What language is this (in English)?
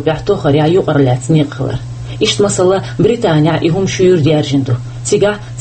Chechen